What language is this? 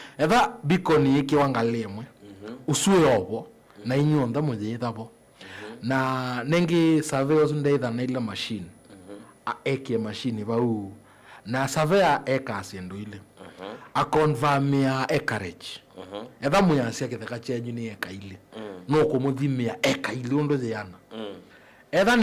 Kamba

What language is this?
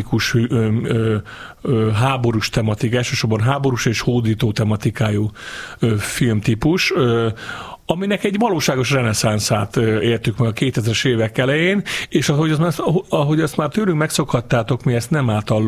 Hungarian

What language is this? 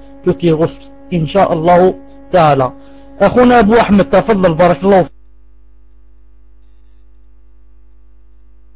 French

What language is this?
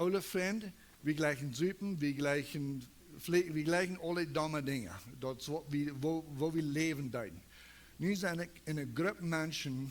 Plautdietsch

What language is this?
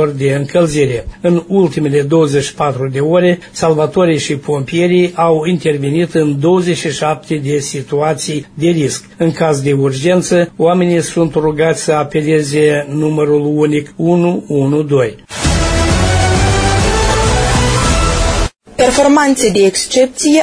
Romanian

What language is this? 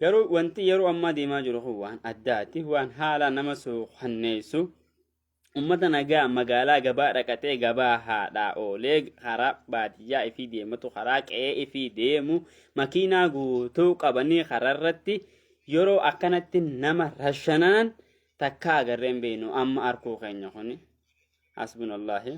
Oromo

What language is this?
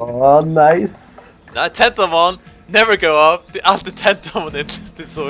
Faroese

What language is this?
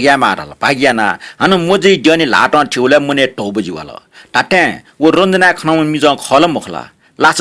Newari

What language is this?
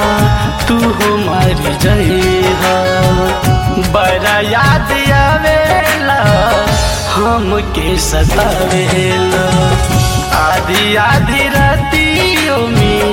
Bhojpuri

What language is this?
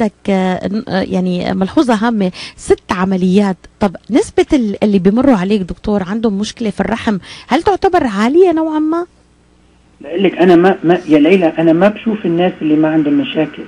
North Levantine Arabic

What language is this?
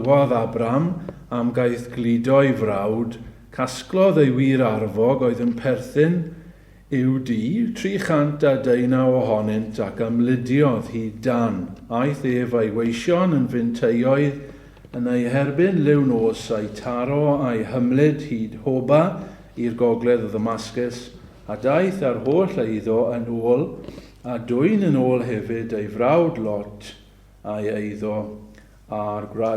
Welsh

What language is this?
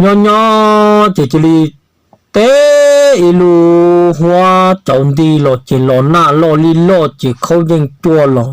Hmong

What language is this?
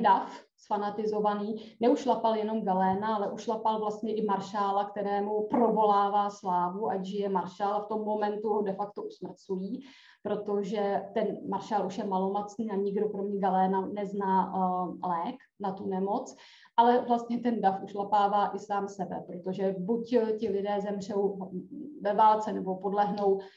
Czech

